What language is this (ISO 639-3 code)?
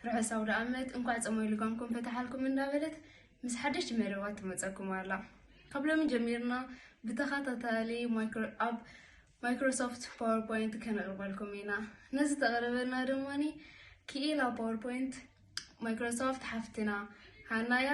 tir